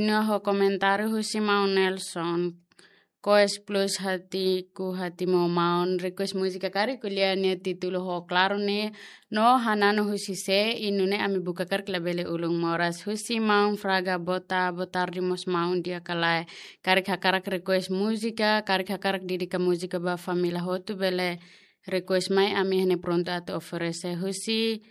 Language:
Tetum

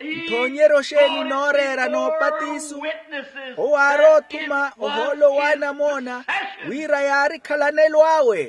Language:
Makhuwa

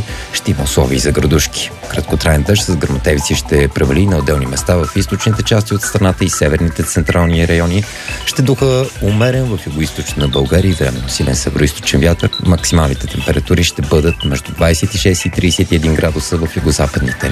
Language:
Bulgarian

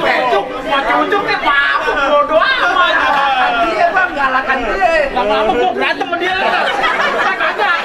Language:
Betawi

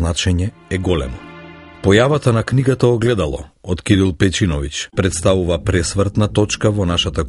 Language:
Macedonian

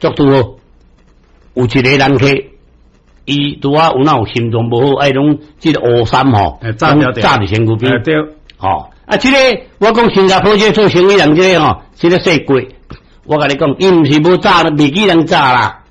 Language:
Min Nan Chinese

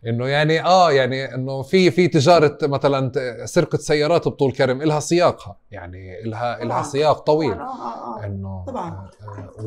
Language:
North Levantine Arabic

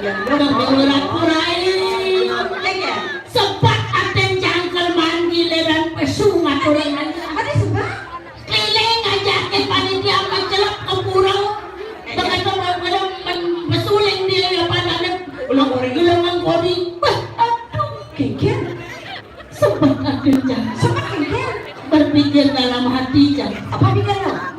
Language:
Balinese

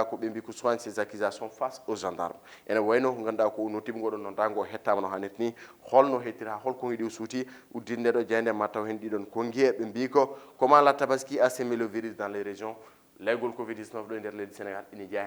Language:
Fula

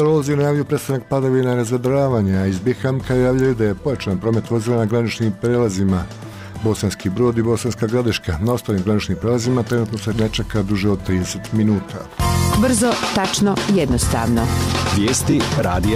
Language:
Bosnian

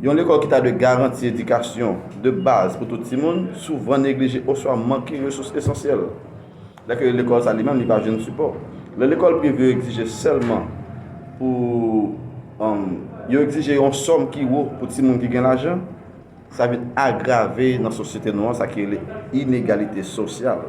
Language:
Haitian Creole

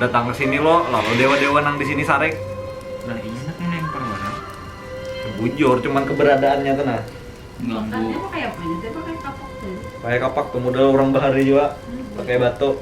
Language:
Banjar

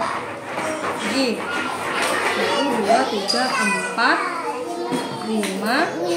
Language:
Indonesian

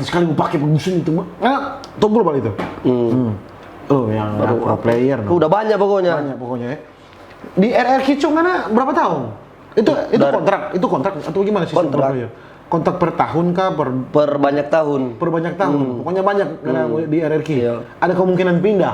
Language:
Manado Malay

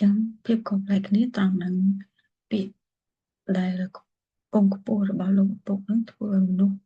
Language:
Khmer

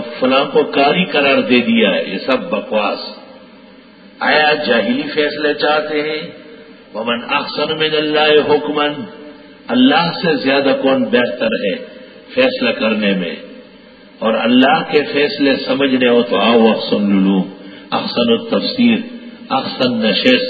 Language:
Urdu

